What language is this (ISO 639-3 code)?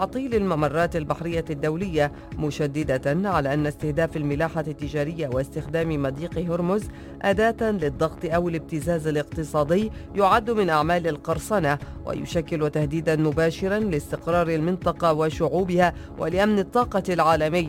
ara